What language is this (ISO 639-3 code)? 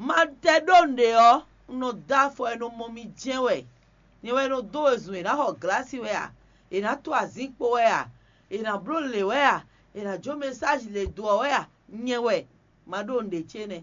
fon